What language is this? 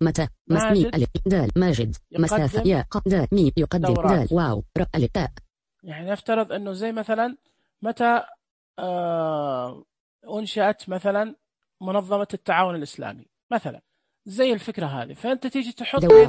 Najdi Arabic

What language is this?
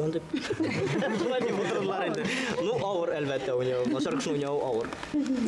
Bashkir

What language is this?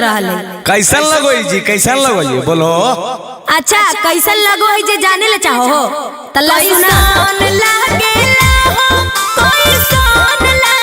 Magahi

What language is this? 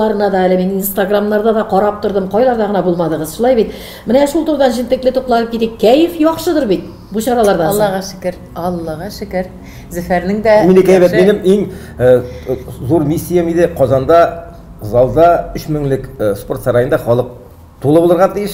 Tatar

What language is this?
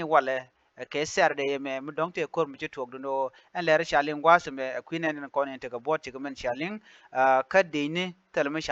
Nuer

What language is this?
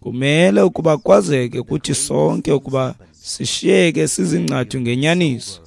Xhosa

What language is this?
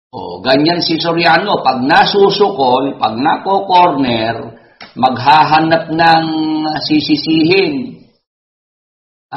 Filipino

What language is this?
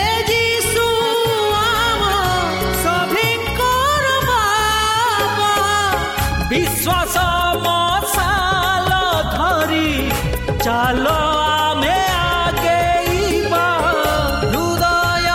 Odia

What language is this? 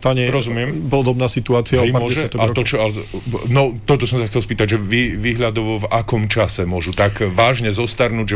Slovak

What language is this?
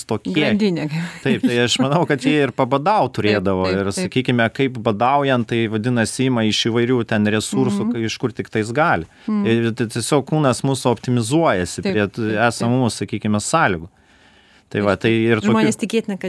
Lithuanian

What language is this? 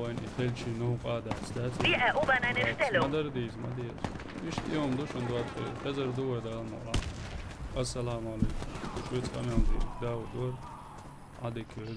Chechen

